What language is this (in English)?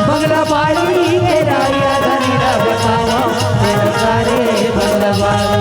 Chhattisgarhi